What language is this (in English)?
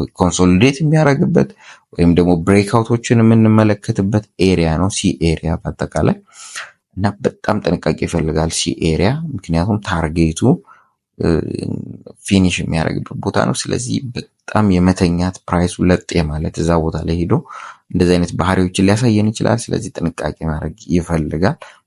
Amharic